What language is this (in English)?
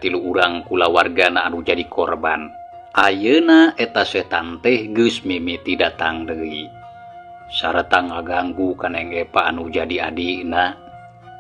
Sundanese